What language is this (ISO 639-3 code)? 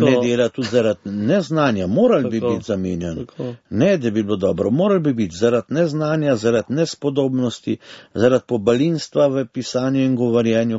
slv